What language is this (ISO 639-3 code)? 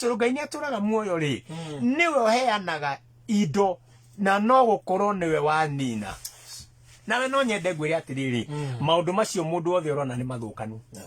kik